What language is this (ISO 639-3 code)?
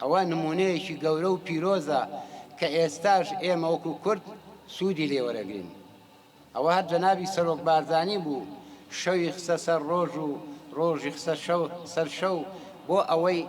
ckb